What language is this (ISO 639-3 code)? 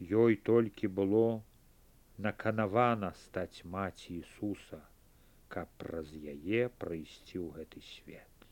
bel